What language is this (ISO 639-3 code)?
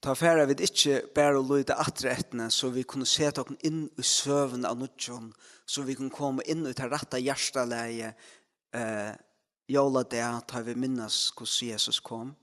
fao